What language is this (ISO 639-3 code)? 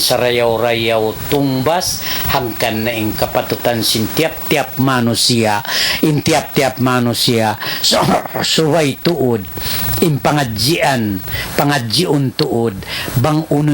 tsg